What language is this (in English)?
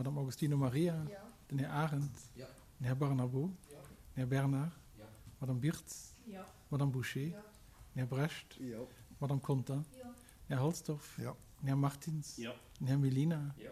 Luxembourgish